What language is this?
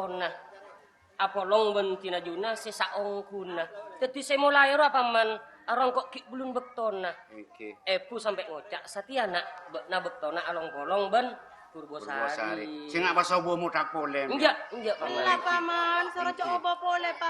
Madurese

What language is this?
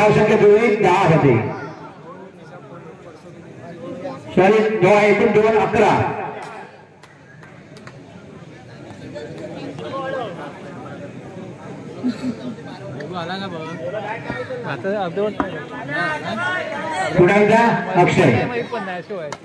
Marathi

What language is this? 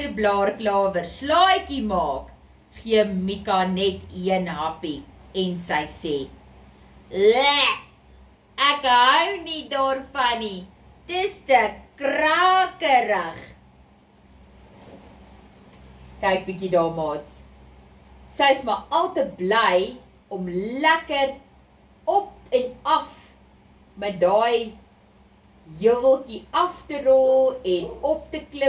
Afrikaans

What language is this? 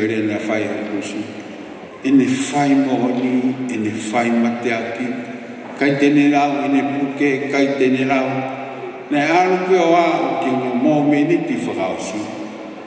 Tongan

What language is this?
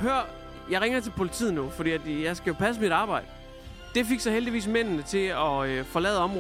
Danish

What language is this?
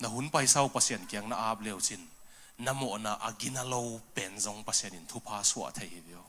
Tedim Chin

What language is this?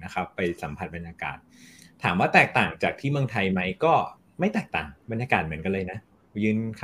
Thai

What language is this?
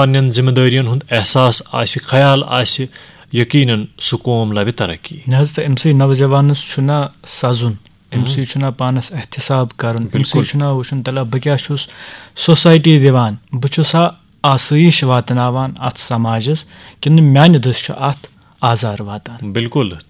Kashmiri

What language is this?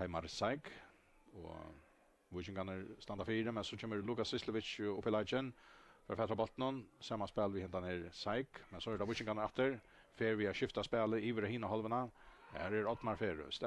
Faroese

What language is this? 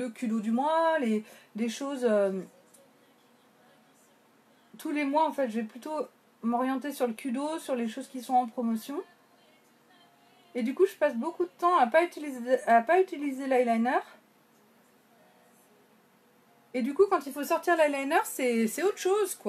French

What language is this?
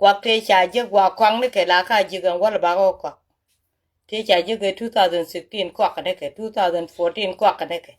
Nuer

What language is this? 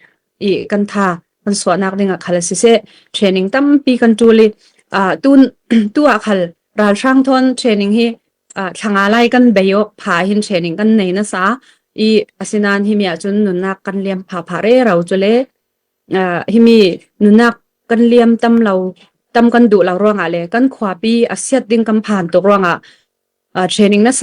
Falam Chin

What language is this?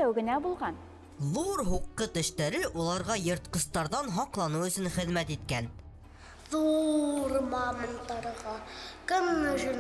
Bashkir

